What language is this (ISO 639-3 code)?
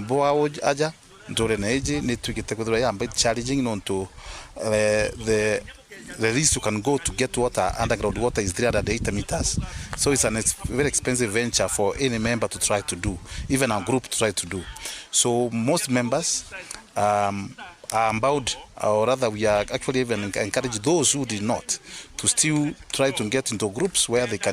mer